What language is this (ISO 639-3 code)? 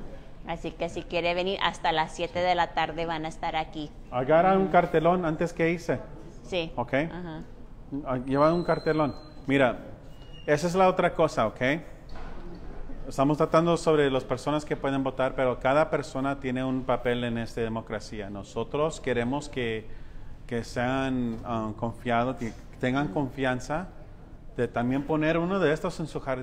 spa